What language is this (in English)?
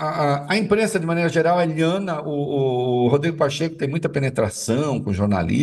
Portuguese